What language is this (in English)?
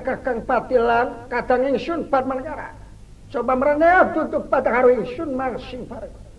Sundanese